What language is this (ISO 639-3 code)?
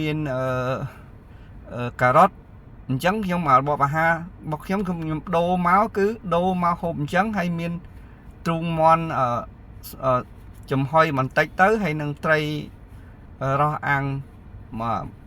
khm